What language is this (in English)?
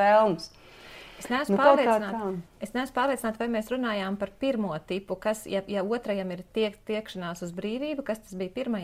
Latvian